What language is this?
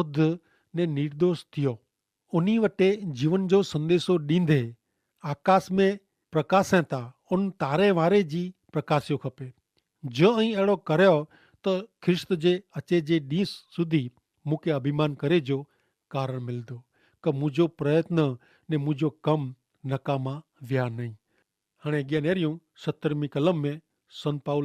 Kachhi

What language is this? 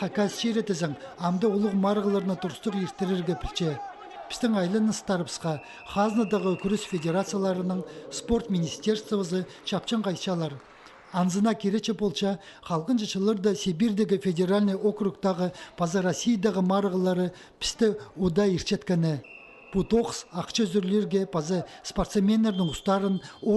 Khakas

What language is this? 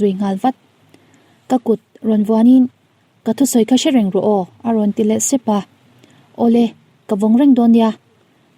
Mizo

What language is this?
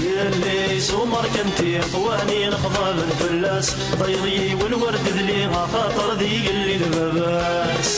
Kabyle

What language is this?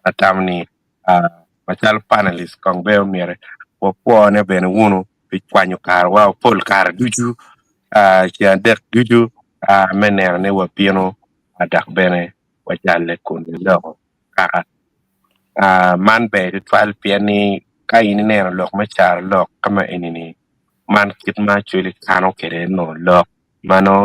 Acoli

